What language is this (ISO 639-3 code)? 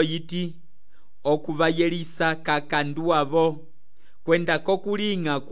umb